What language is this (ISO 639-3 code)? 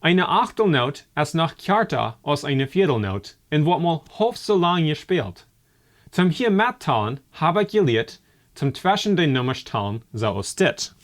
pdt